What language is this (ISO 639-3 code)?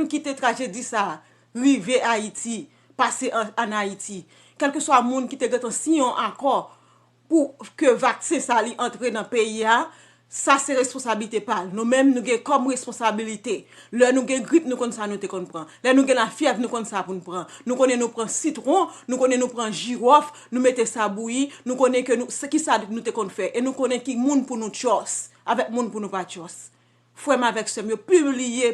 hat